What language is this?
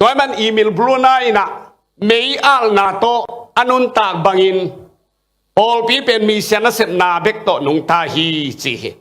Tedim Chin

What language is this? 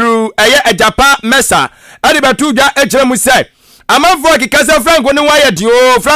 Akan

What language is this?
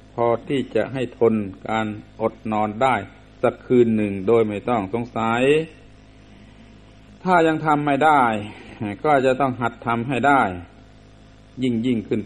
Thai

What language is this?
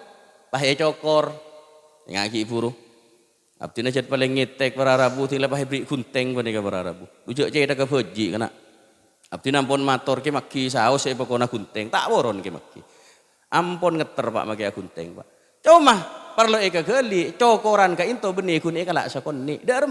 Madurese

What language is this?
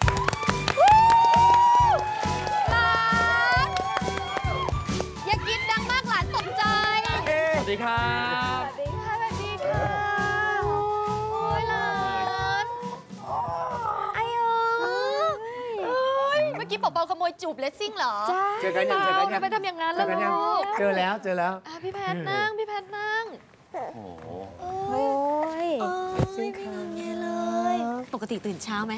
Thai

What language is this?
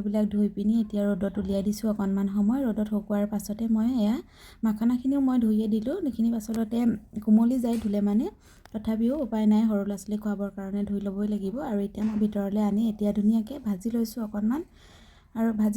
Assamese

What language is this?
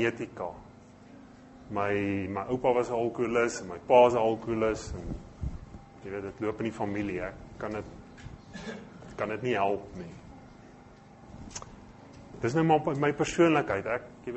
Afrikaans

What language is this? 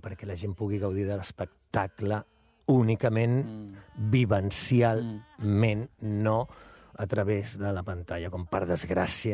Catalan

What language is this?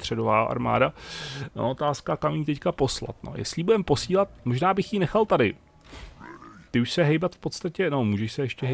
Czech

